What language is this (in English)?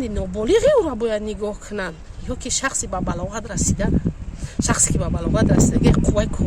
Tajik